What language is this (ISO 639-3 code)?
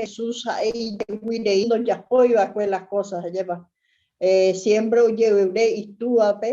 grn